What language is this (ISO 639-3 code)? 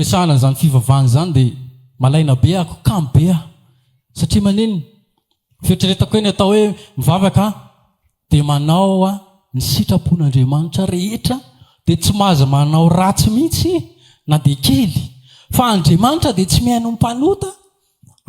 mlg